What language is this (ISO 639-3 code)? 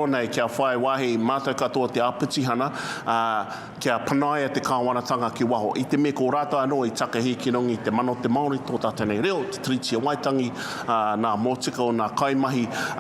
mri